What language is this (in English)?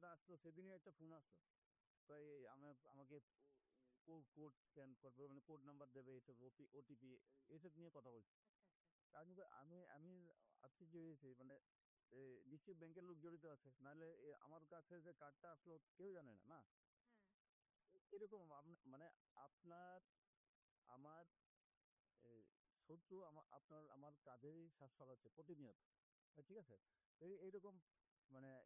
Bangla